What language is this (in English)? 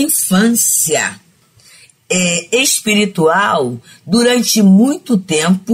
Portuguese